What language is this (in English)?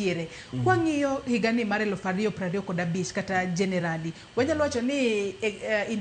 Luo (Kenya and Tanzania)